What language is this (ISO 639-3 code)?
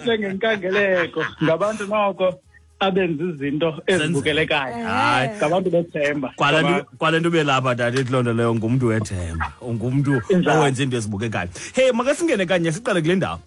xho